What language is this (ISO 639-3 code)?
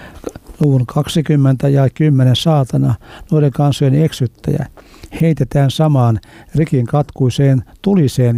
fin